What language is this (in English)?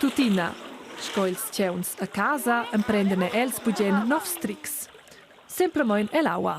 Romansh